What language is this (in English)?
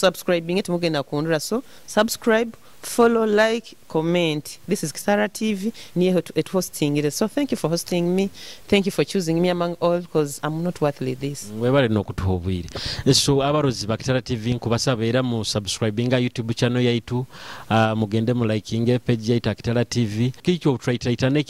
Nyoro